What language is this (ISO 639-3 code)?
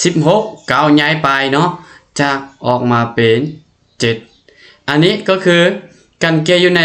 lao